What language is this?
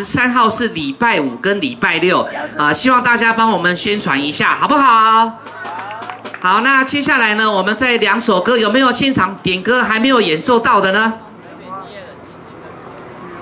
Chinese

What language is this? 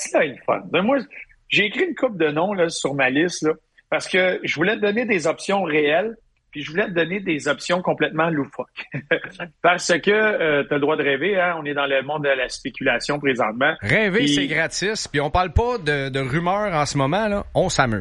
French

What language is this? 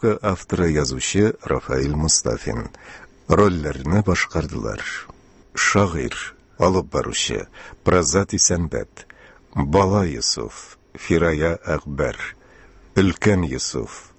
Tatar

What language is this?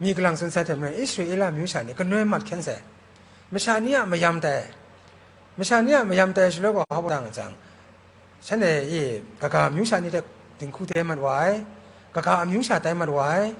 Kachin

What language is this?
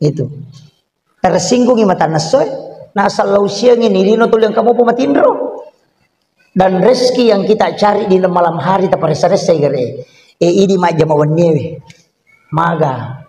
Buginese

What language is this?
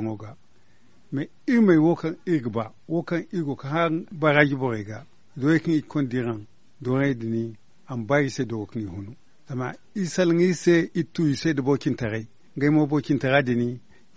Zarma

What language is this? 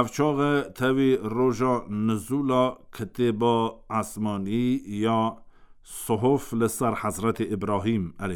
Kurdish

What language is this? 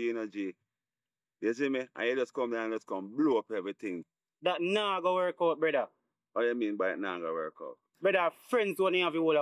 Jamaican Creole English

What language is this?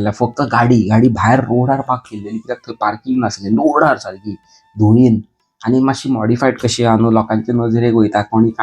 Konkani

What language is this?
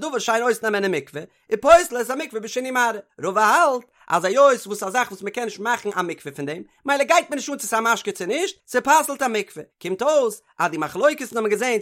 Yiddish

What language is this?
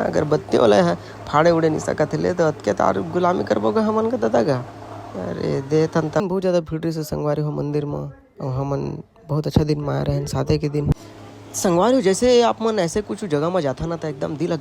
Chhattisgarhi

